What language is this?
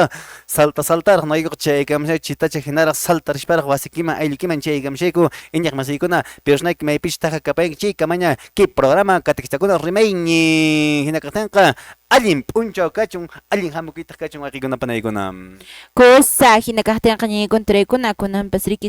Quechua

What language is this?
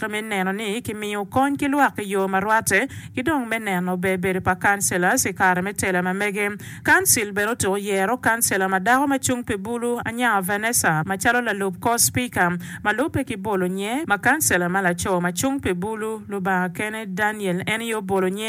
Acoli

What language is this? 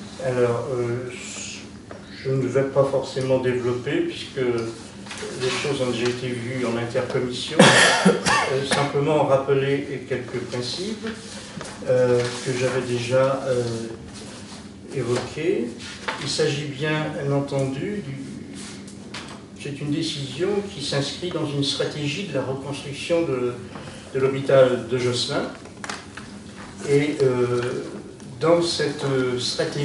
French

